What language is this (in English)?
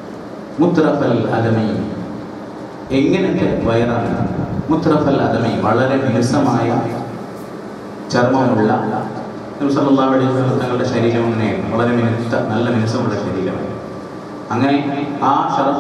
Malayalam